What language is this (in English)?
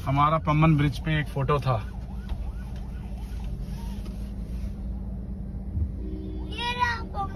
Hindi